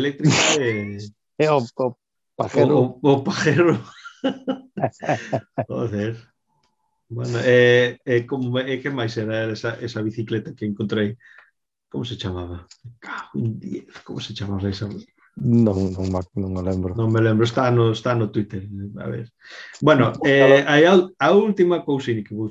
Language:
Galician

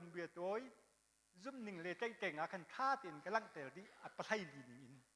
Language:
Hakha Chin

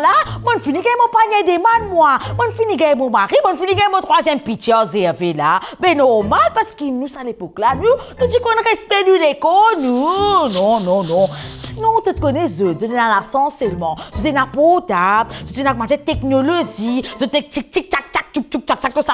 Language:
Morisyen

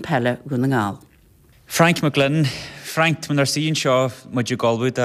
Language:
Irish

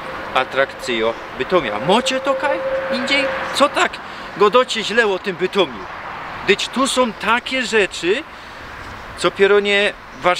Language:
Silesian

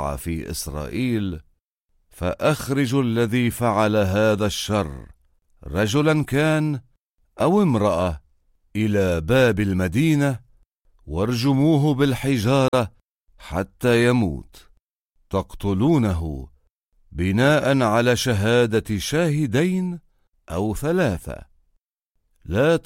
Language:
Arabic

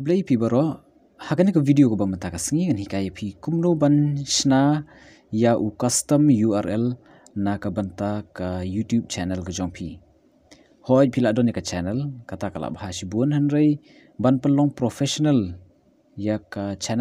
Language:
Khasi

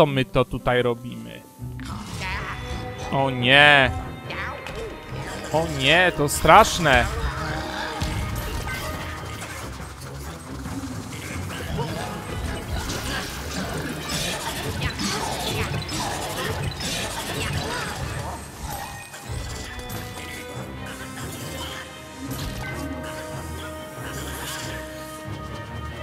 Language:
Polish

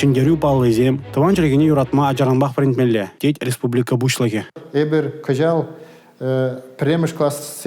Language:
Chuvash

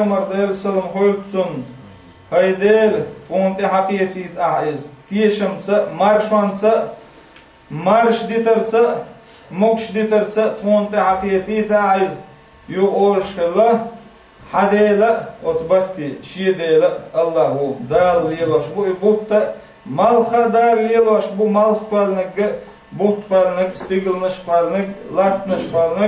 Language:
Chechen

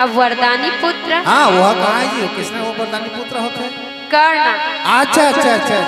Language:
Chhattisgarhi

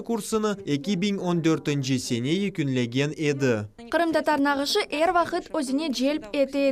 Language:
Crimean Tatar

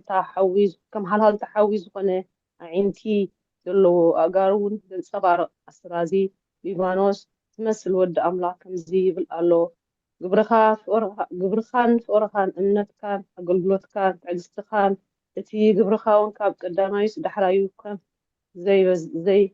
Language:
Tigrinya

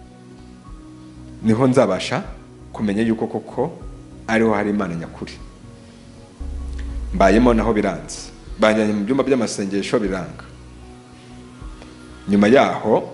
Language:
Kinyarwanda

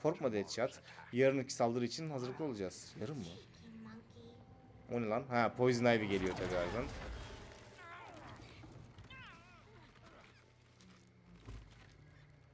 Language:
Turkish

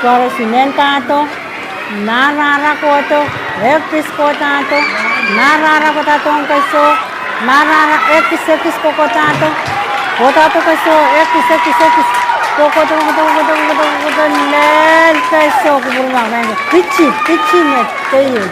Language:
Pohnpeian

